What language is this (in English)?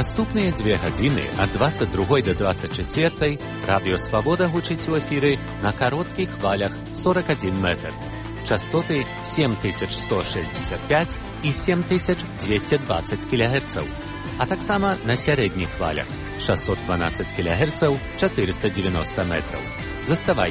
Belarusian